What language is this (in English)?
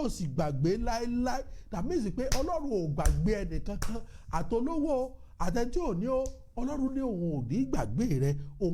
Yoruba